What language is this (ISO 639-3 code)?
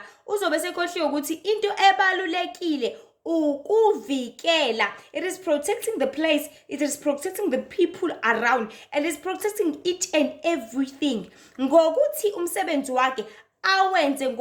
zul